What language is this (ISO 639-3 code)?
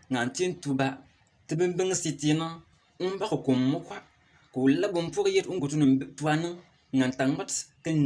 bim